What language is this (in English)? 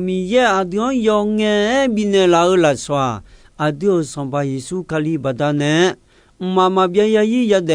Akha